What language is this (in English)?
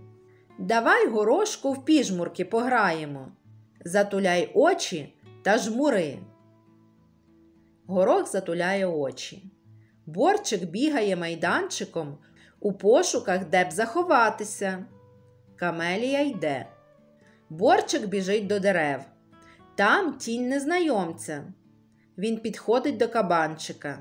Ukrainian